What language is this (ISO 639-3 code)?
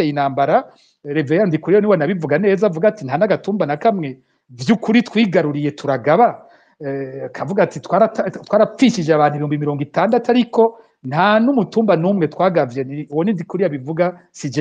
run